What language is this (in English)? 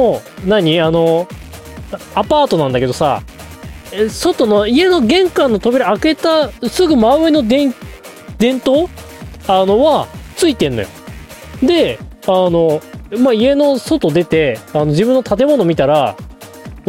Japanese